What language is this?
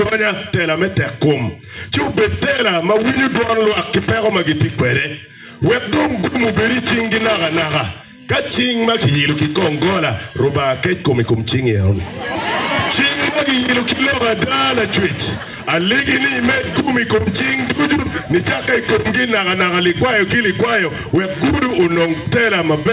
Acoli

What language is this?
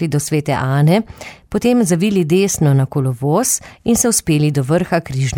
Slovenian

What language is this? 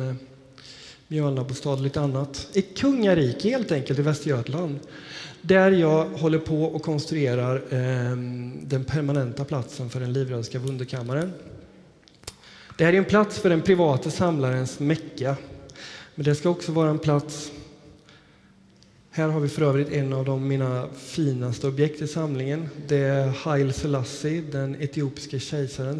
Swedish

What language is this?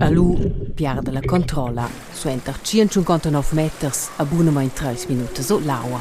Romansh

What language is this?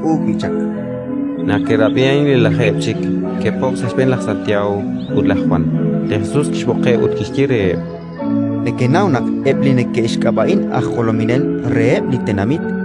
Kekchí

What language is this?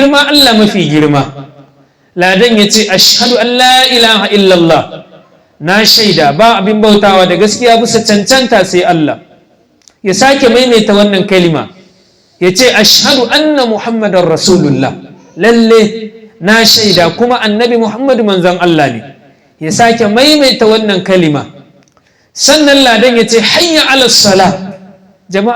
Hausa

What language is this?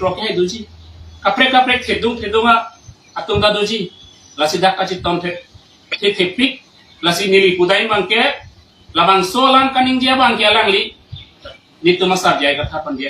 Karbi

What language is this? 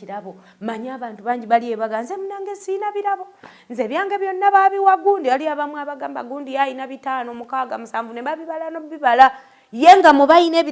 Ganda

